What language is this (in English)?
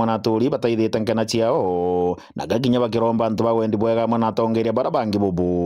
Meru